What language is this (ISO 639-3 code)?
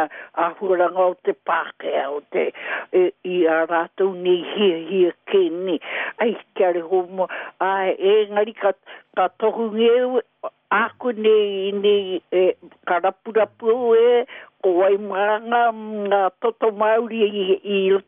mri